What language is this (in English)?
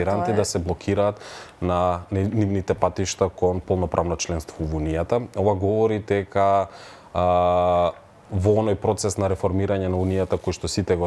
Macedonian